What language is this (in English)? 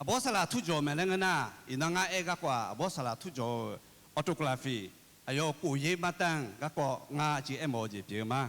Akha